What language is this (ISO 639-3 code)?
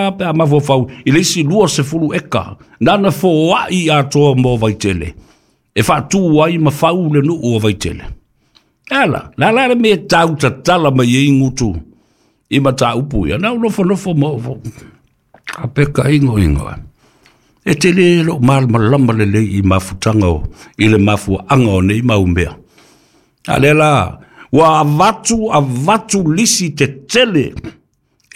smo